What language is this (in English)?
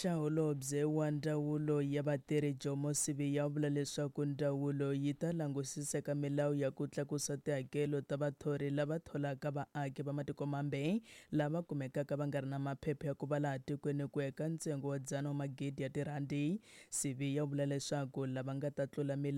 Tsonga